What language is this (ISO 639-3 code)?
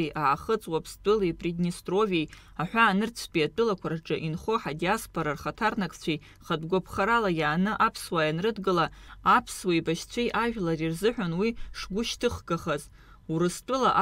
abk